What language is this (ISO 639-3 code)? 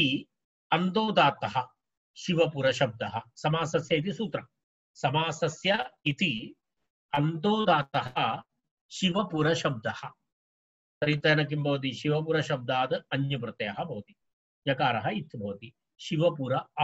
san